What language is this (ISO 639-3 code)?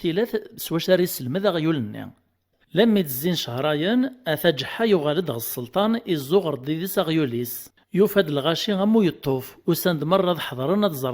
kab